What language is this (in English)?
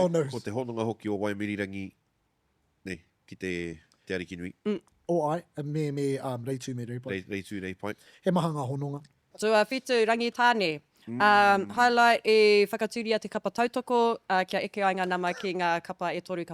Māori